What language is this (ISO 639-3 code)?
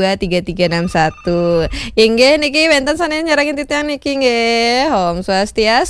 ban